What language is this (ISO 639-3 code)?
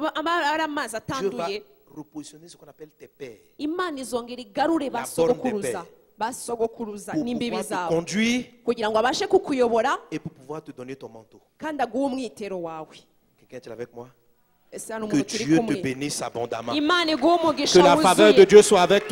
kin